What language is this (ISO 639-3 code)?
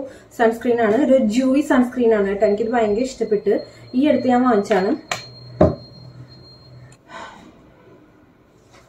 mal